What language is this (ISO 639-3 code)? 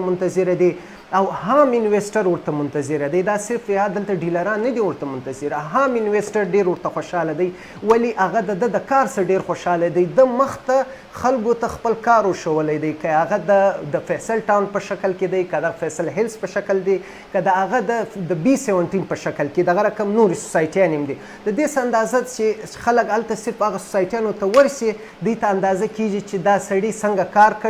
pus